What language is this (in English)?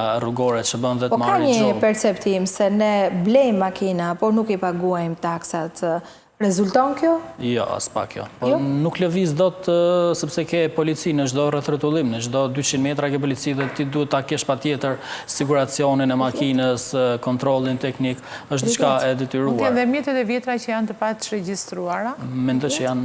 Albanian